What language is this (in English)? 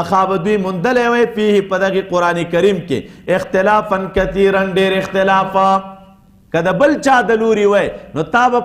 Pashto